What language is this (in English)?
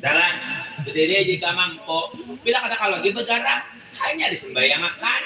Banjar